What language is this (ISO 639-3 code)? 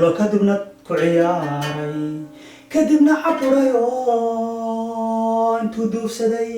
som